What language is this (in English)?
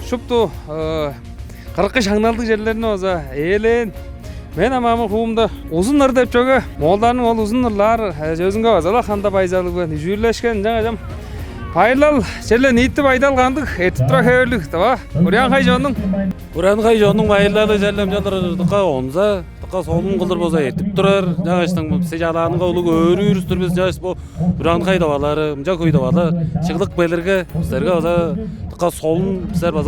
Tuvinian